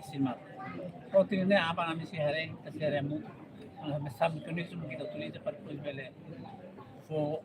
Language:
Tetum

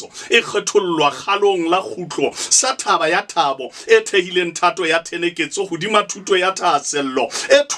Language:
Southern Sotho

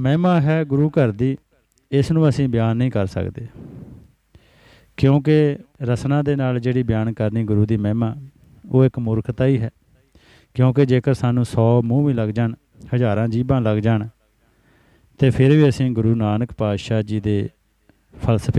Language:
Punjabi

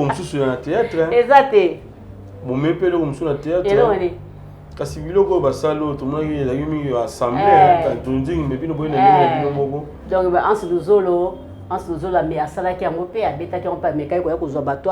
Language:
Lingala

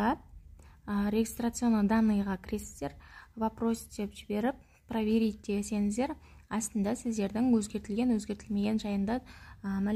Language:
Kazakh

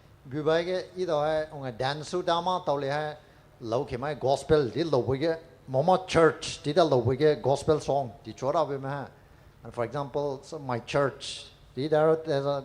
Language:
Poumei Naga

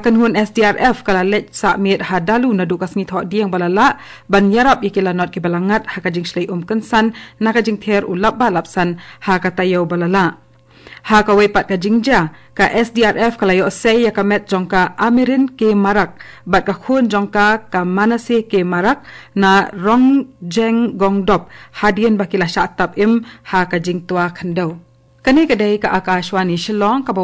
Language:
Khasi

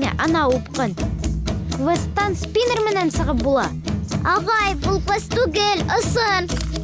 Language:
Bashkir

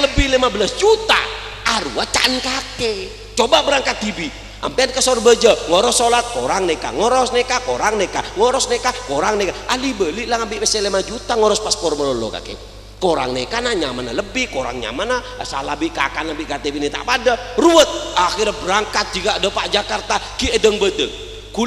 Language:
Madurese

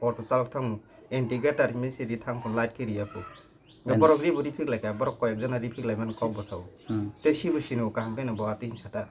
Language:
Kok Borok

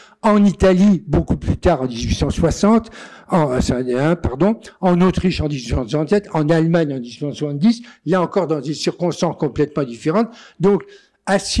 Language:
French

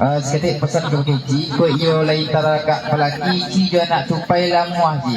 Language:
Minangkabau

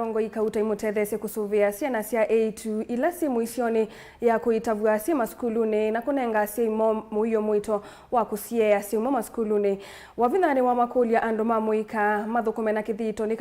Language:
Kamba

